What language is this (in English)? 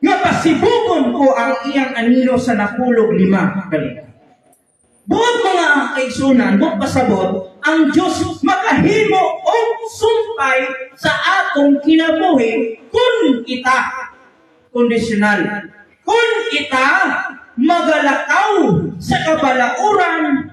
Cebuano